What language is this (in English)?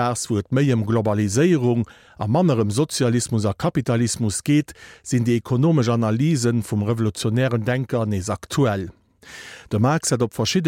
Luxembourgish